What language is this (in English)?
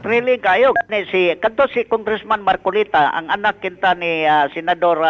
Cebuano